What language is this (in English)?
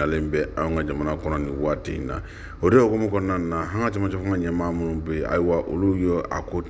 Bambara